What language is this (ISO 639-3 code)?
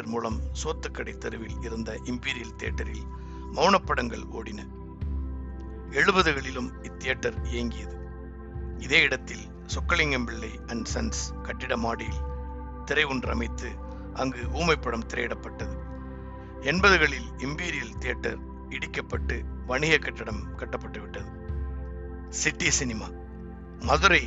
tam